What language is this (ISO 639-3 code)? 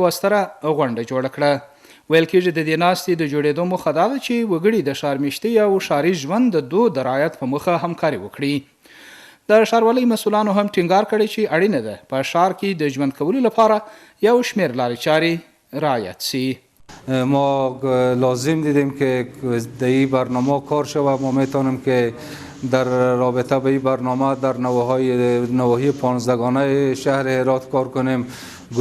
pus